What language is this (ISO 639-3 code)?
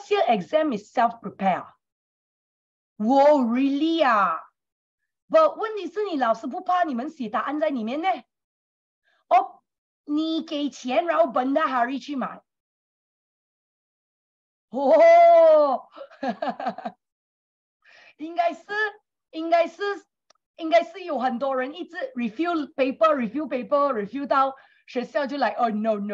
zho